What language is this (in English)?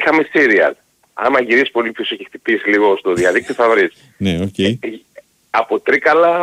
Greek